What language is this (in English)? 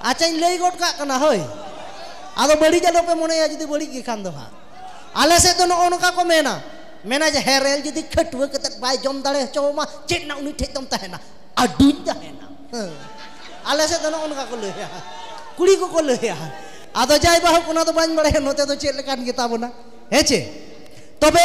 Santali